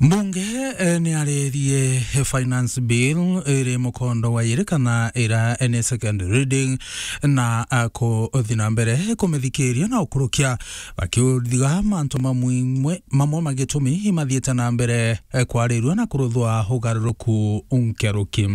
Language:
Meru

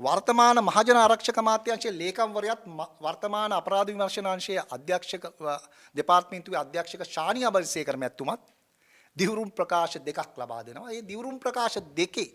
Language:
Sinhala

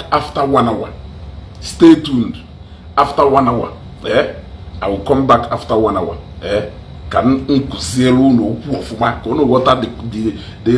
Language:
Igbo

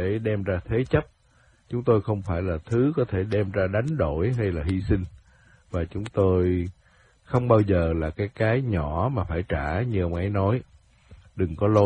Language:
Vietnamese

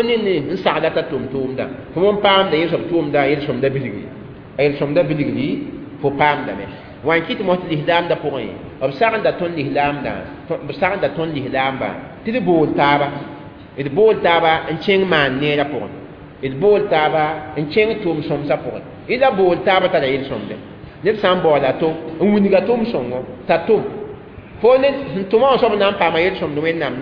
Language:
Mossi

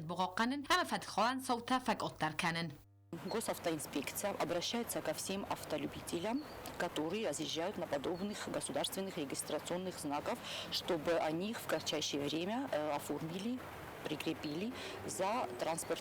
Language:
Ossetic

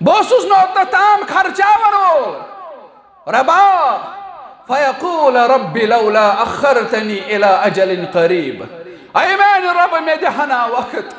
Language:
Kashmiri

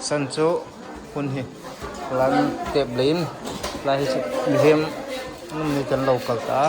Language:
Hmar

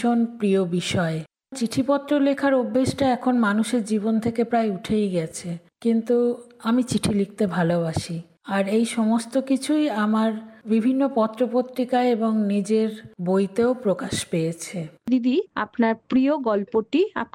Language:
Bangla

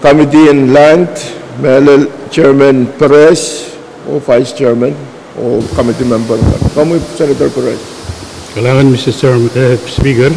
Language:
Pohnpeian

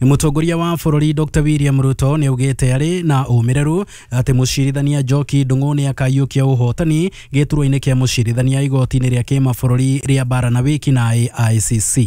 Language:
Kikuyu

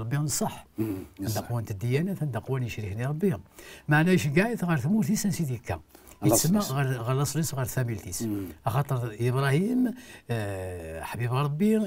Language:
Kabyle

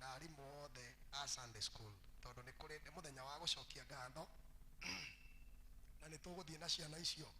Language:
Kikuyu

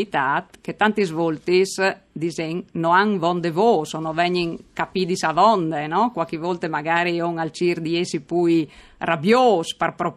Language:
Friulian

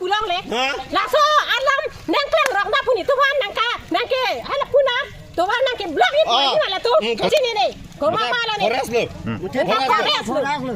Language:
Karbi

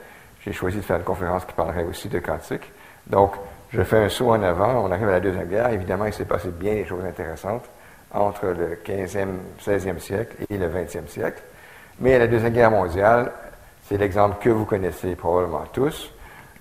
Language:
French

